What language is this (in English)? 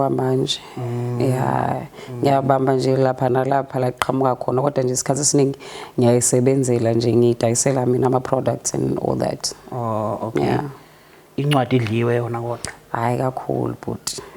Zulu